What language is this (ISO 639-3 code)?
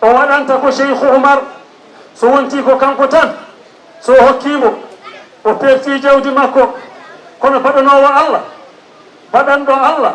ful